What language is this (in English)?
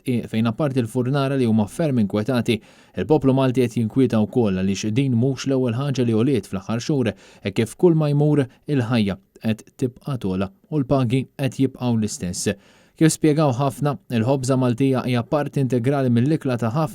Maltese